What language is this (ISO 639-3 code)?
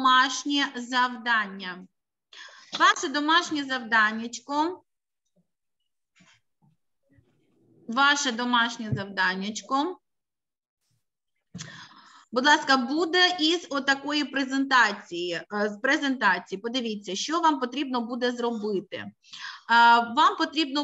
ukr